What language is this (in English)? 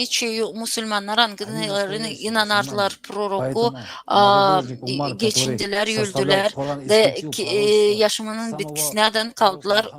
Gagauz